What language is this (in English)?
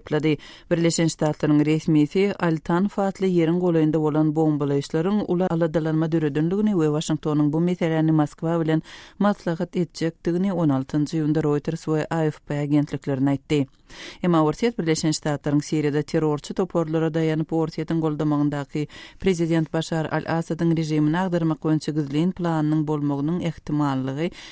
Turkmen